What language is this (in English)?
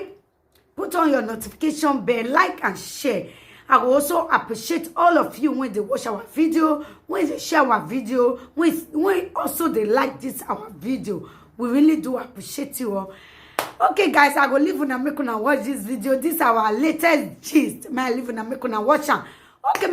Nigerian Pidgin